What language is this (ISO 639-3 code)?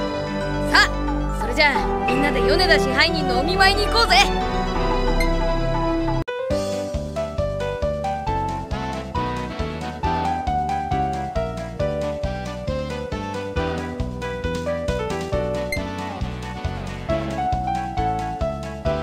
jpn